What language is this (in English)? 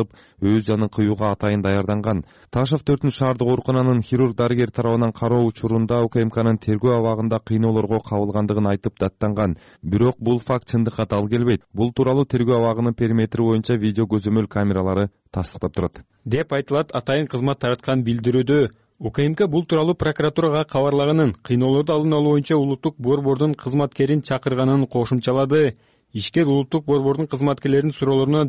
Kyrgyz